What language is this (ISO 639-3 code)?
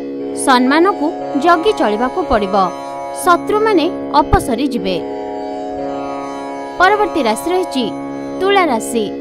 ori